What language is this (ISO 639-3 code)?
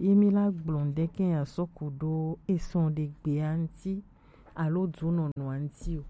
gej